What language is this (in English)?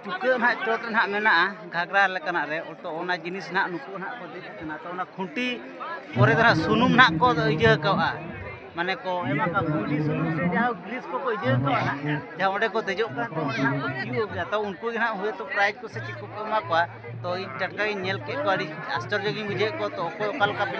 Santali